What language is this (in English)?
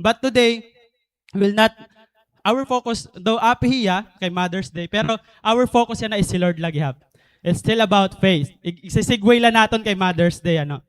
Waray